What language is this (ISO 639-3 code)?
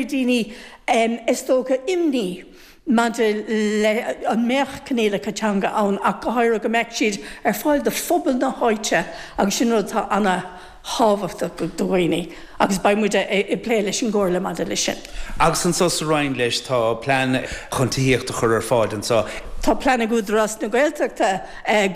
gle